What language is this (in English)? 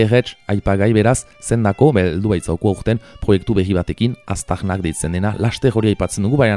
Basque